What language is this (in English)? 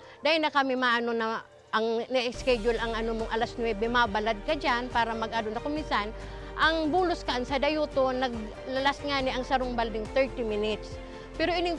Bikol